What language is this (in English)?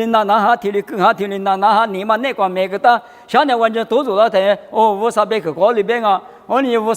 Lisu